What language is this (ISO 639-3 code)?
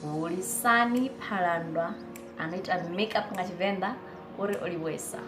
ven